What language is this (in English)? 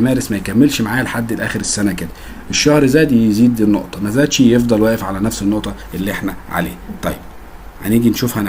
Egyptian Arabic